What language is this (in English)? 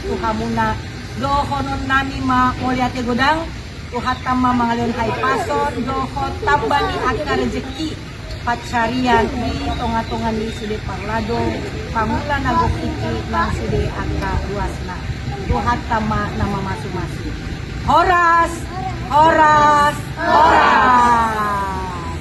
Batak Toba